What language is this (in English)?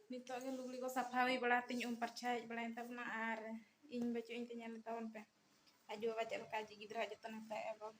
Santali